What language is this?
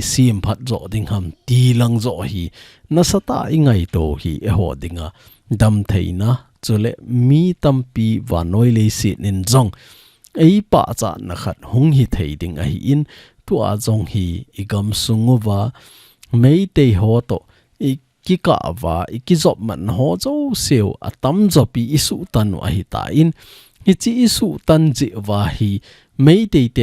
Thado Chin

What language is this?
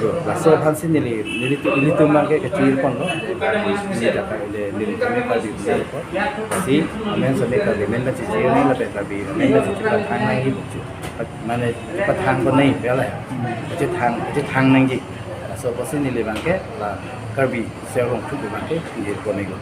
Karbi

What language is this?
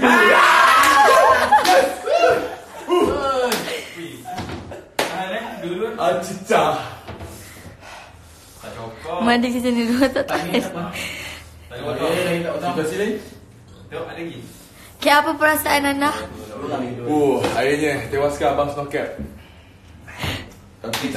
Malay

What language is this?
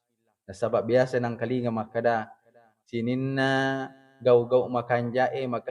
Buginese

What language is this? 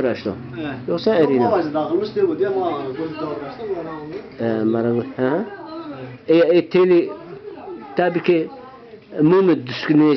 Zaza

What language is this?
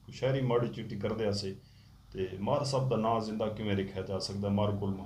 Saraiki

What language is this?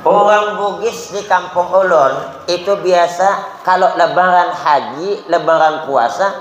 Banjar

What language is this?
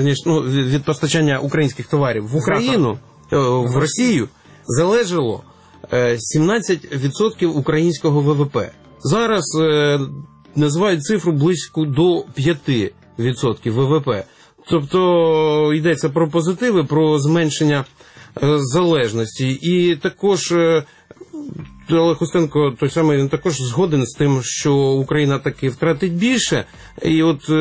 Ukrainian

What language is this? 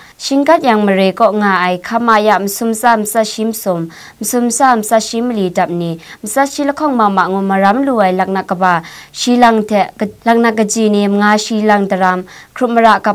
Kachin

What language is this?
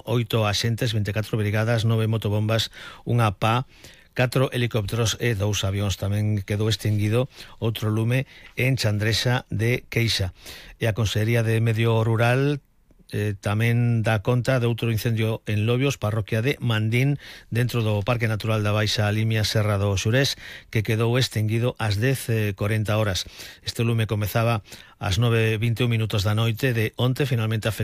Galician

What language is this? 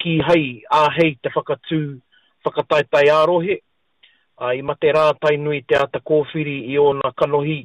Māori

